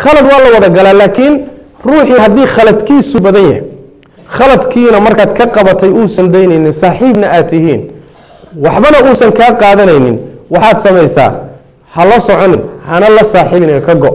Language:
Somali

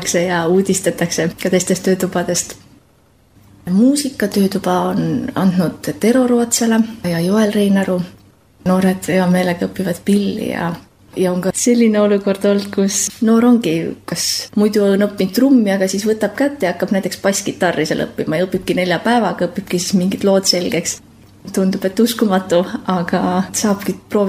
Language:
Estonian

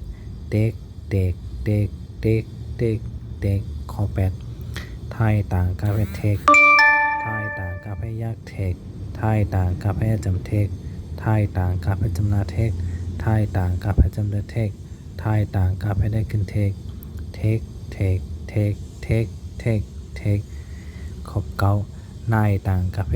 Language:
Shan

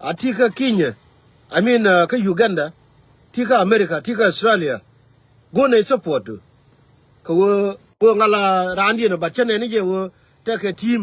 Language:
Nuer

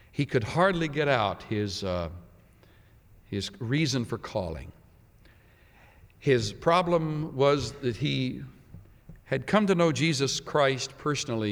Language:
English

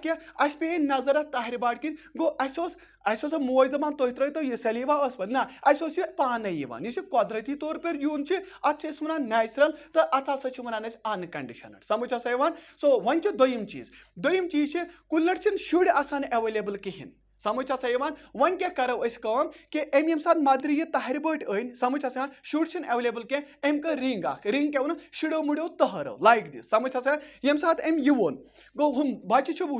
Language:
Kashmiri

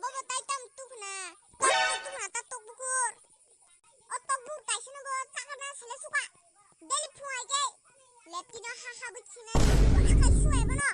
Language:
Kok Borok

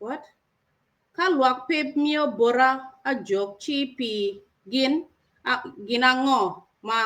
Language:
Acoli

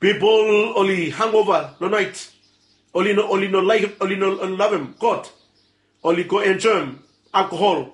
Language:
Bislama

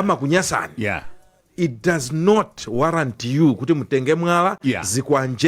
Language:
Nyanja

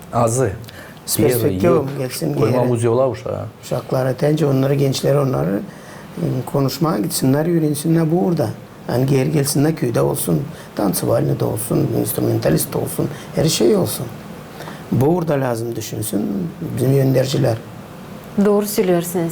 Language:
Gagauz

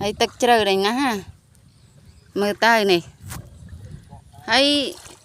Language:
Khmer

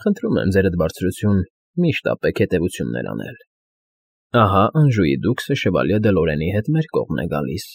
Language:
Armenian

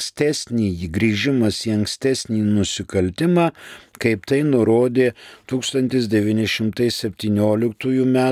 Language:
Lithuanian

